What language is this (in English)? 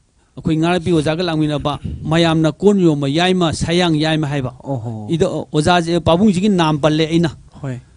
Manipuri